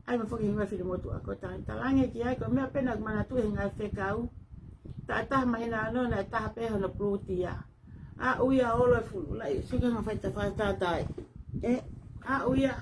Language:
Tongan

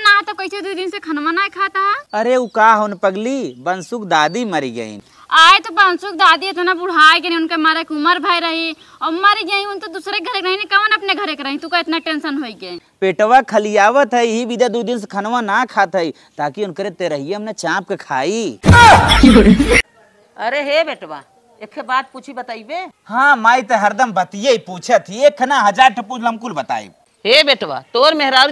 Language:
Bhojpuri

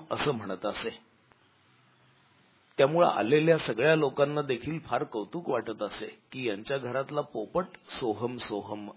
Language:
Marathi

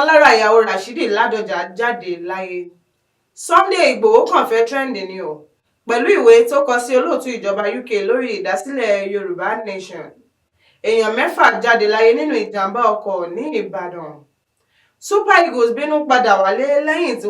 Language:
Yoruba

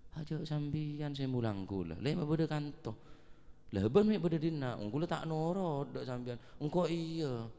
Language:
Madurese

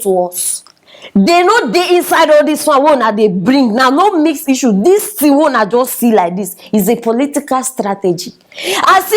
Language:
Nigerian Pidgin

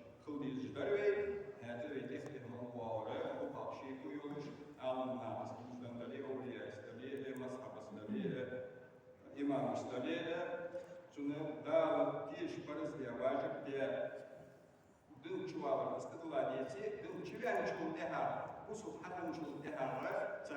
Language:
Ingush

